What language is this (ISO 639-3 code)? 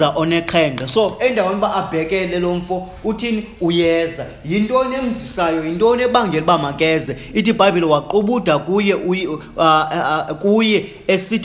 xho